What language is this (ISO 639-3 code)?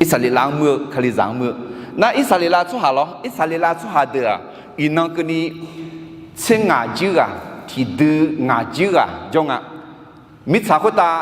ahk